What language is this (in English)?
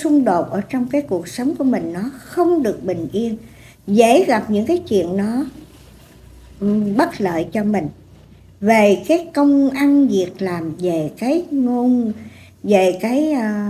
Vietnamese